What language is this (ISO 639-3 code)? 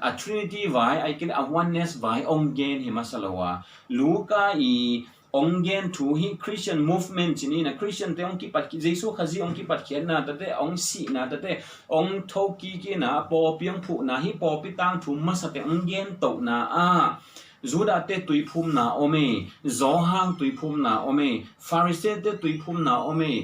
ctd